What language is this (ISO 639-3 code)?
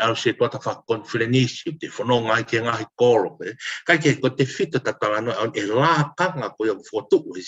ton